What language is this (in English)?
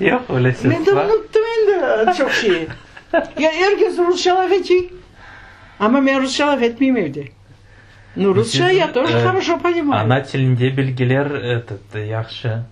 Crimean Tatar